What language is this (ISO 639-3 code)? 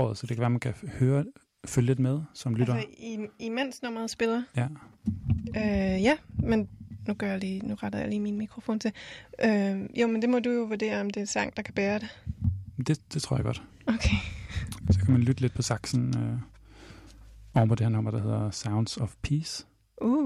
dan